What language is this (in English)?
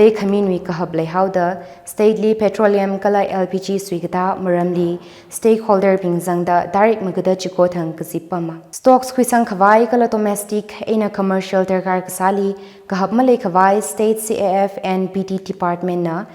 Tangkhul Naga (India)